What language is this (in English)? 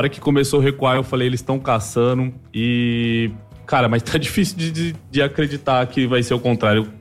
Portuguese